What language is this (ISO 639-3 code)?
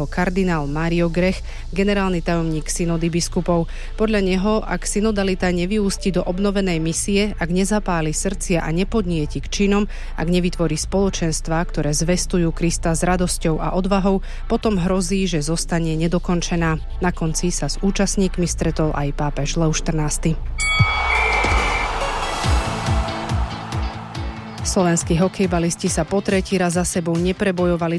slk